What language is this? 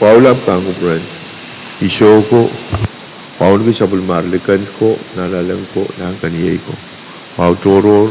Pohnpeian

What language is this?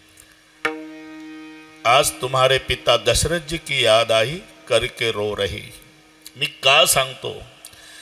Marathi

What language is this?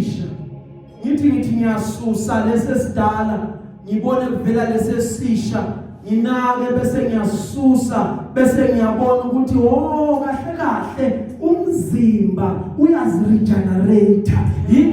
Zulu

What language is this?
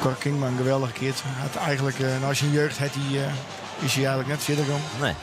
Western Frisian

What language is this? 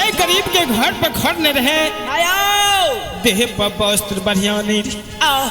Maithili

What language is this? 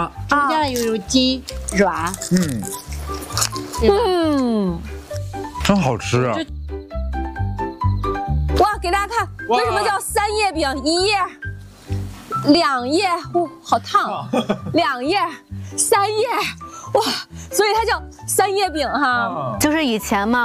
Chinese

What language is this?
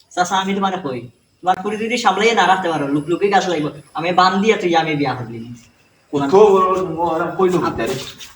Sylheti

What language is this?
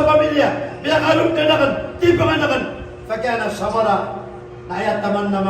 Maranao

